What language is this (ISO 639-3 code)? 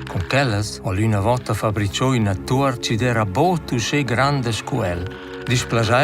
roh